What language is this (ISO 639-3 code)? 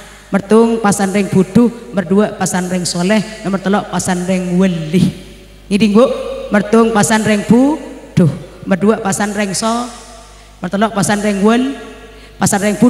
mad